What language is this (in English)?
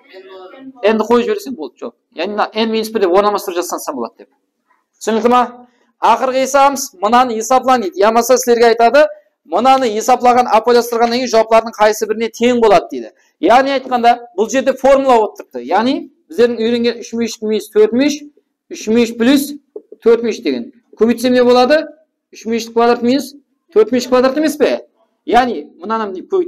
Kara-Kalpak